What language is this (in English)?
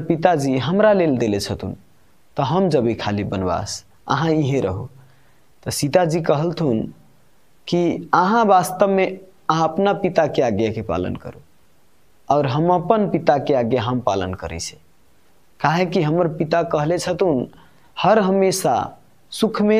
Maithili